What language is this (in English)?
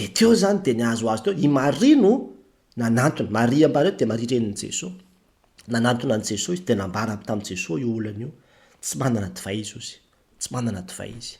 Malagasy